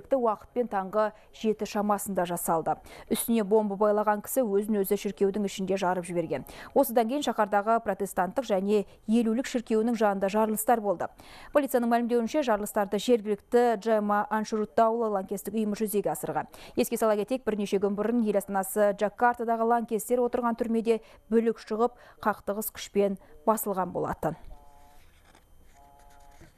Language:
Kazakh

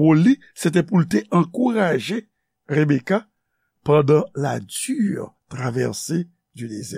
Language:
Haitian Creole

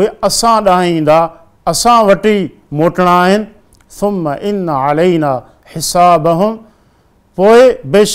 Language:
Sindhi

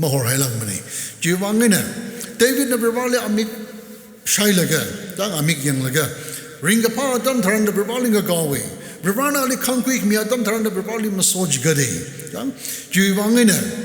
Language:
Tangkhul Naga (India)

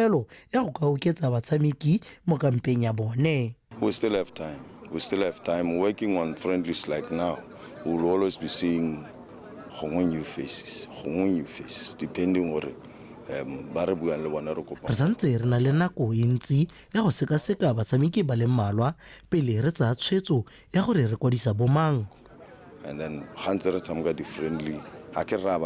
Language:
Tswana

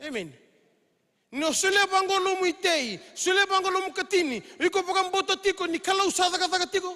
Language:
Fijian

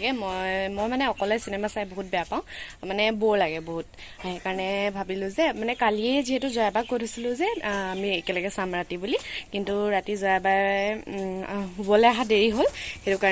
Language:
Assamese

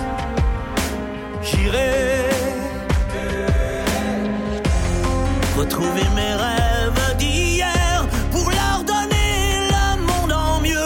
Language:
French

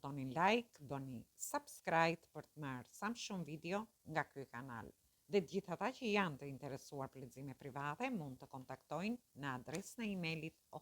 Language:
Albanian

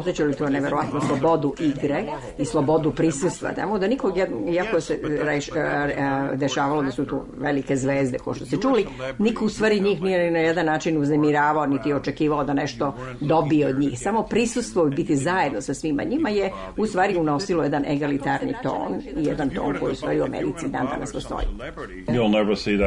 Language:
Serbian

